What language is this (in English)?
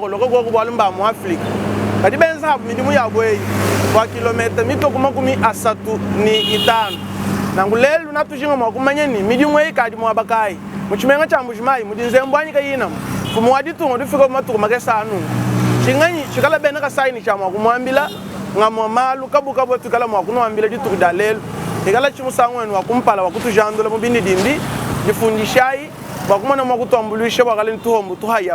Luba-Lulua